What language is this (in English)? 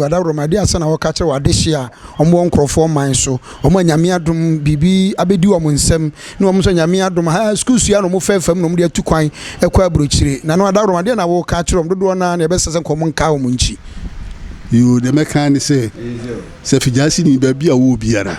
Akan